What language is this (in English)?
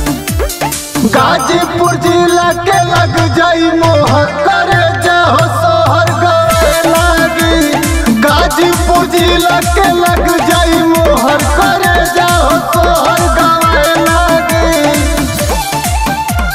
Bhojpuri